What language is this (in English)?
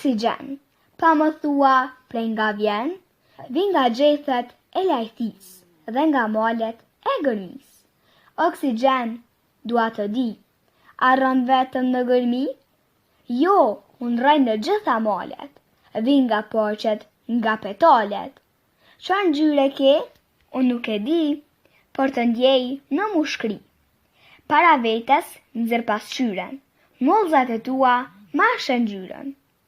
Albanian